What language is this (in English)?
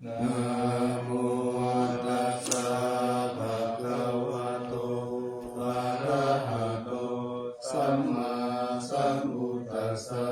Pali